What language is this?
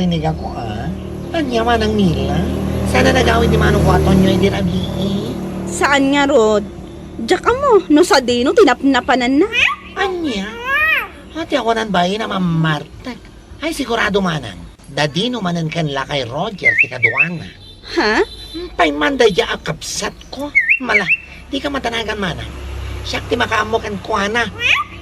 Iloko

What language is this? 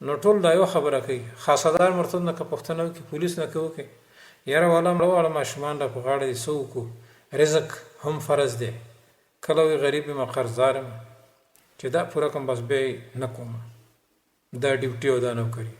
Pashto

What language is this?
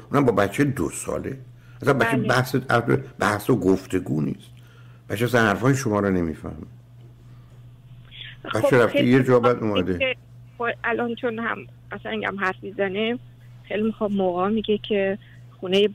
Persian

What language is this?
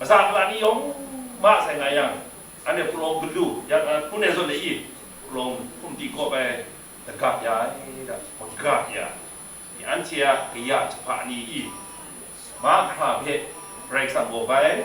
Kachin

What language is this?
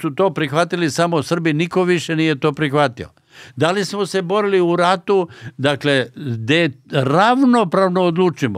Serbian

